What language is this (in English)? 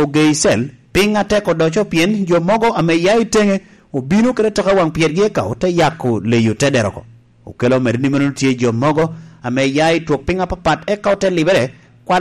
Lango (Uganda)